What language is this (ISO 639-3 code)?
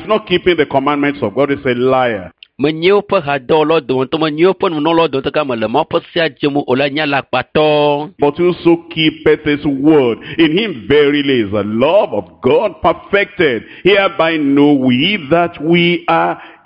ewe